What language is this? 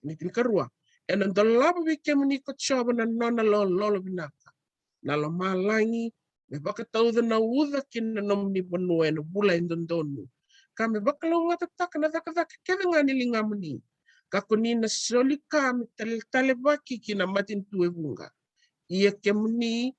Fijian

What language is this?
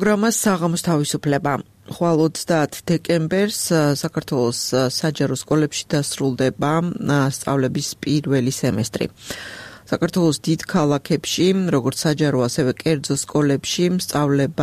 Georgian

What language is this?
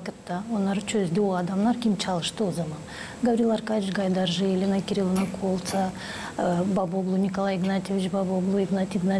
Gagauz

